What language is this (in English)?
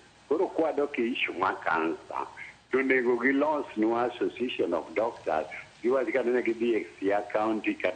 Luo (Kenya and Tanzania)